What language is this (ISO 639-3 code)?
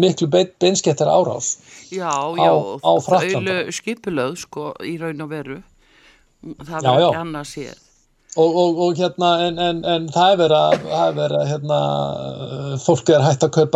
isl